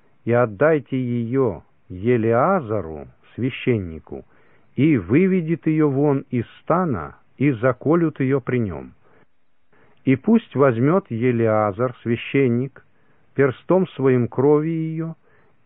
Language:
Russian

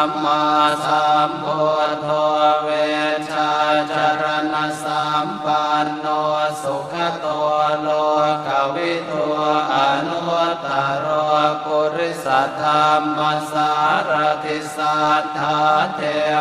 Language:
Pali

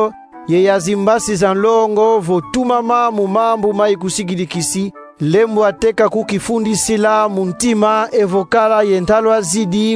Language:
Kongo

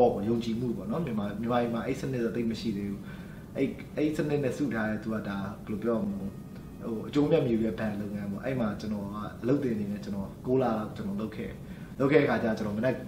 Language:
Burmese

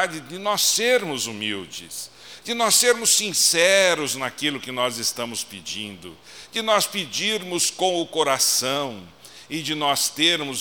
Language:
Portuguese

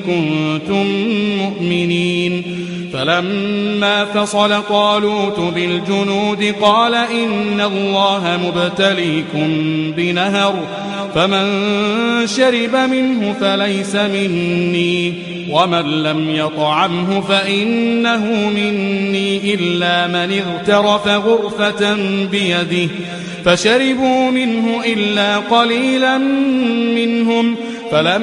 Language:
Arabic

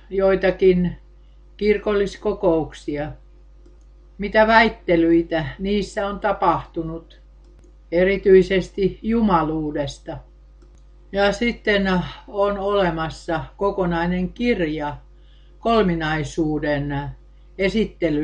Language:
Finnish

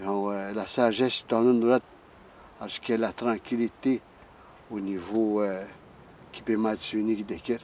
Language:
Atikamekw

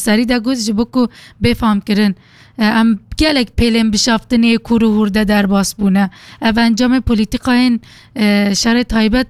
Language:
Kurdish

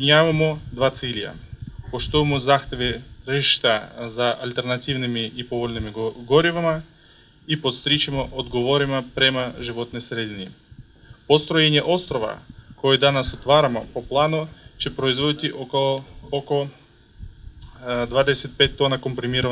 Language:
Serbian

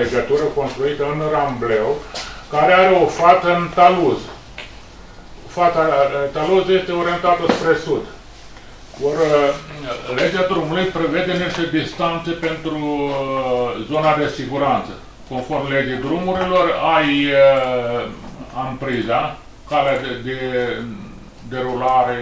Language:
Romanian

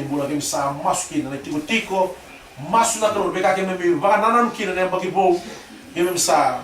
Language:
Fijian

